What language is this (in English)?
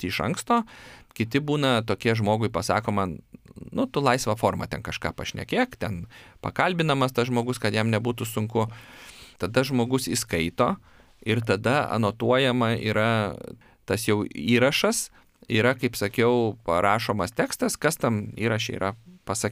Lithuanian